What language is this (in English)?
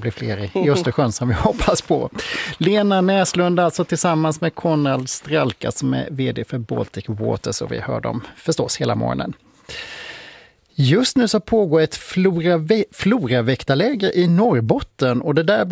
Swedish